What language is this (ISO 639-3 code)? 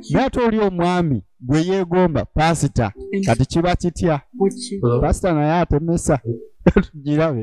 lug